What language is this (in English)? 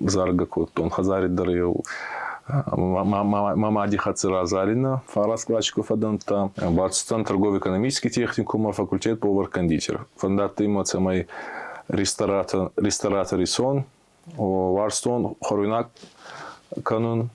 Ossetic